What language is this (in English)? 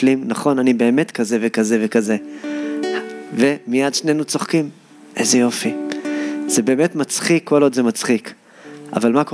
Hebrew